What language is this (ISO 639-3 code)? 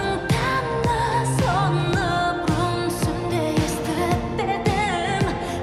kaa